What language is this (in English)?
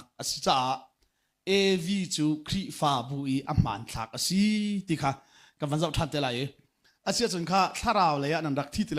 Hakha Chin